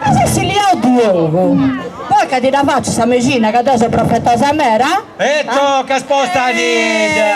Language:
Sardinian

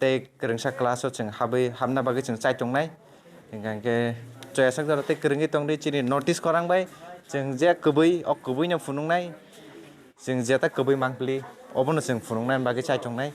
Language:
Kok Borok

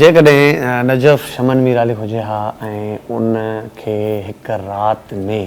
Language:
Sindhi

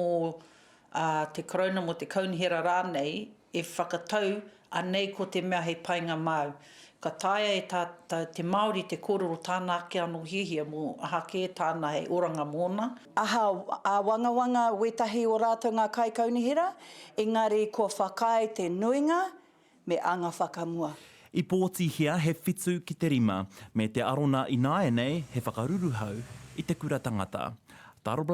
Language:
Māori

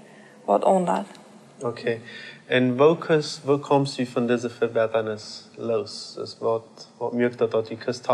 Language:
Plautdietsch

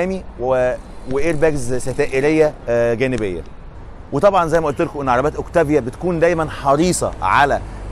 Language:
Egyptian Arabic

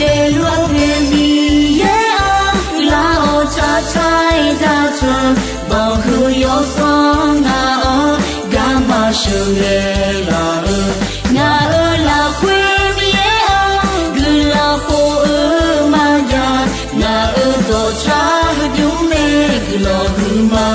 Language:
Akha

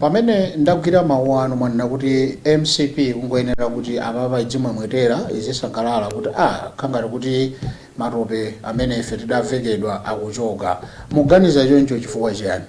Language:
Nyanja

